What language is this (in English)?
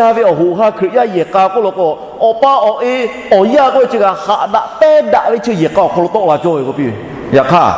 Lahu